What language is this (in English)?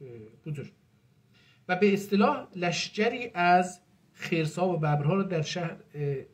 South Azerbaijani